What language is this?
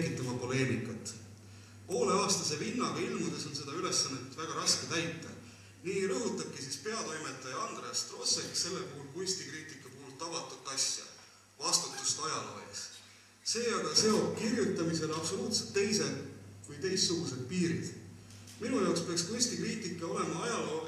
Estonian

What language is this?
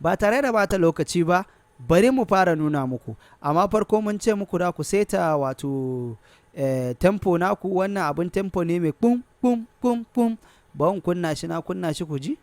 Hausa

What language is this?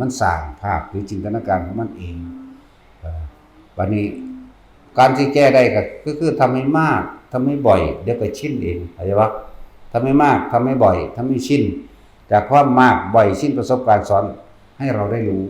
Northeastern Thai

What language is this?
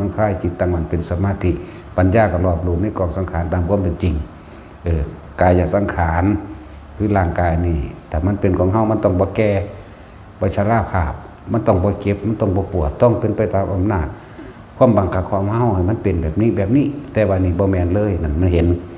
Northeastern Thai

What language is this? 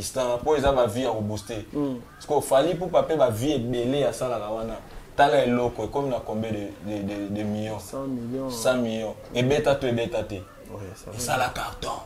Lingala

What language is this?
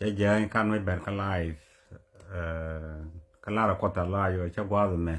Nuer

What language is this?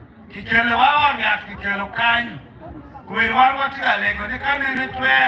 Acoli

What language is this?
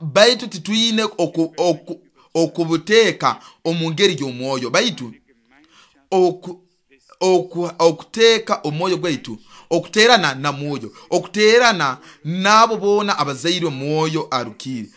Nyoro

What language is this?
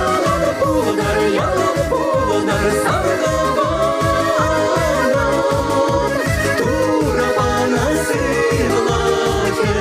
Chuvash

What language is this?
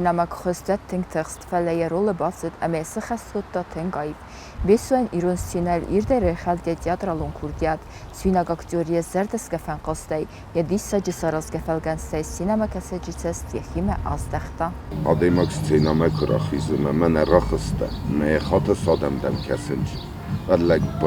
Ossetic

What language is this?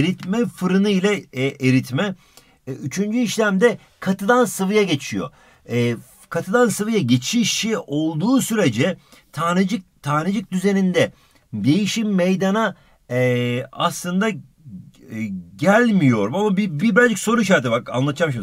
Turkish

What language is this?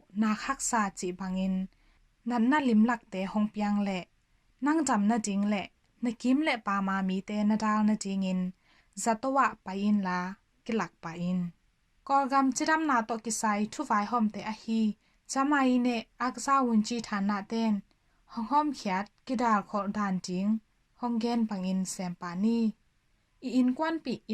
Tedim Chin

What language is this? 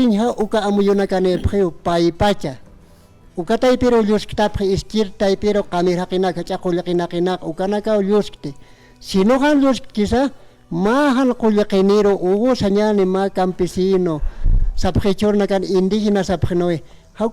Aymara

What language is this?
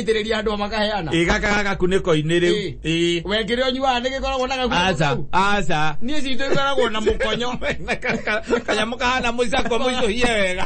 Kikuyu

